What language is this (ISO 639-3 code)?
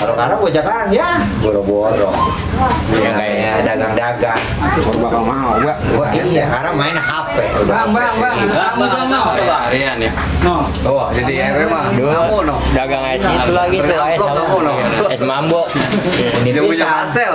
bew